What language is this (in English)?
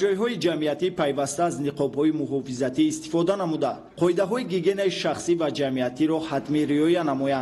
Tajik